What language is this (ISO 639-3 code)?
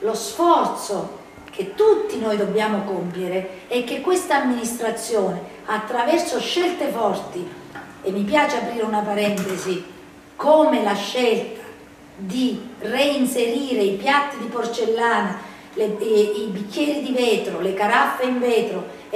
ita